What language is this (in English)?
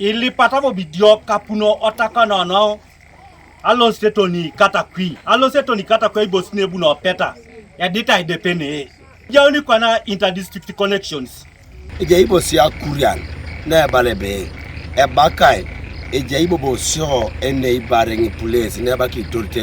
Teso